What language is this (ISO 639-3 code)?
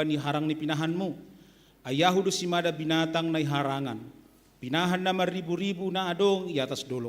bts